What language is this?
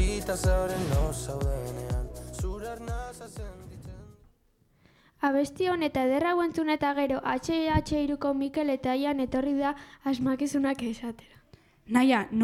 Basque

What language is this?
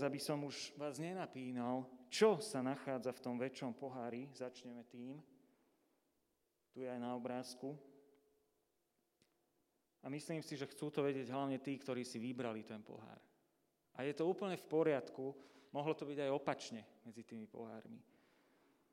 Slovak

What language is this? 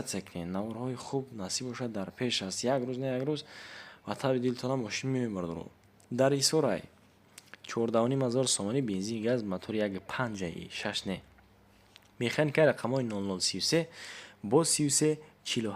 Tajik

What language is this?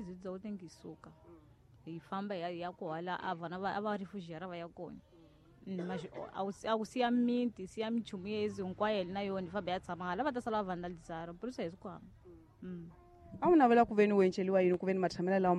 Tsonga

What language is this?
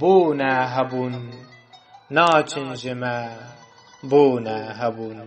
Kurdish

